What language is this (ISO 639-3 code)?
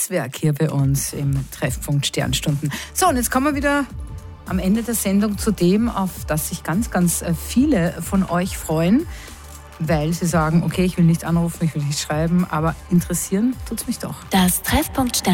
deu